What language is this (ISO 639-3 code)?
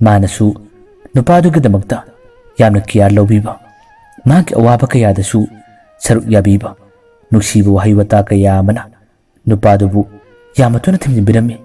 mni